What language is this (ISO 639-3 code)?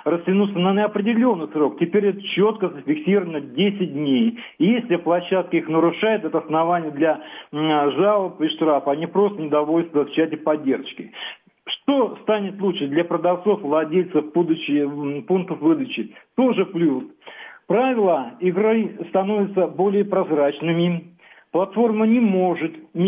rus